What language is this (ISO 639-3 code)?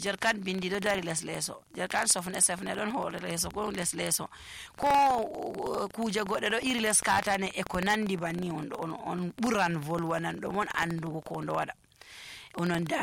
fuv